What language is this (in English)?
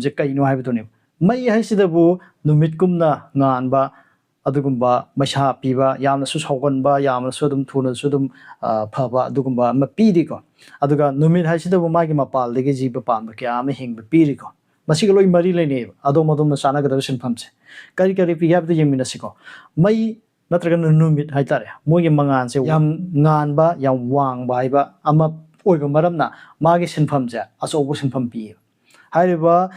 Manipuri